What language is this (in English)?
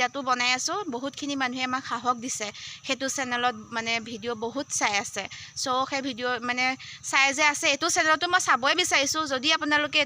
Assamese